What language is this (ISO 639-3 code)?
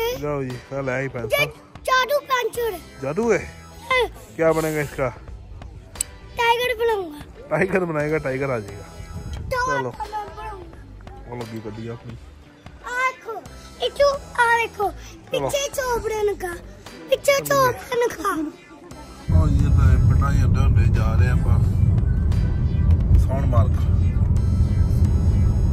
pan